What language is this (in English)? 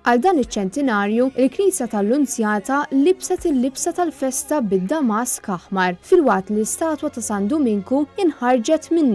Maltese